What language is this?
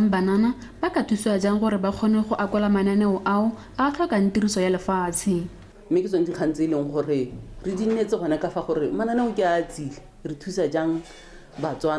Tswana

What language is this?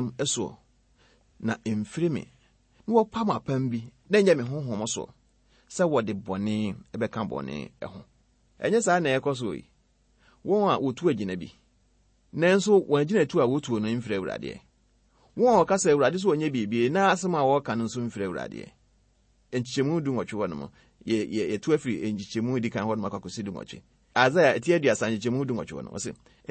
Akan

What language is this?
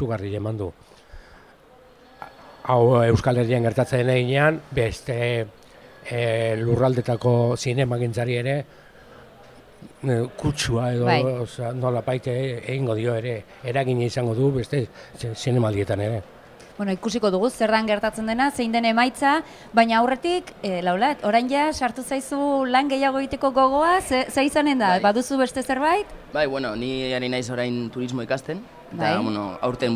Basque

